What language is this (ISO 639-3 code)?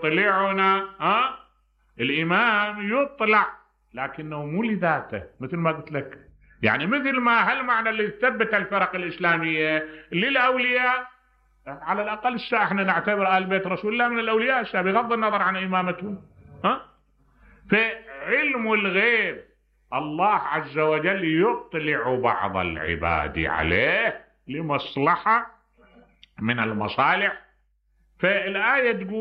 acm